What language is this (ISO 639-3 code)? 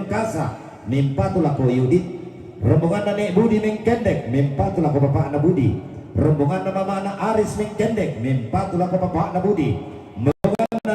sda